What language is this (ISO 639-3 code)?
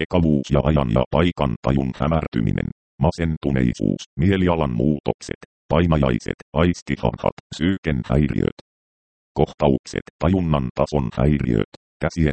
fin